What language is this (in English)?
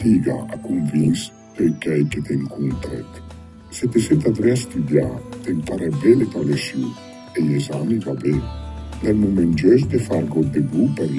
Lombard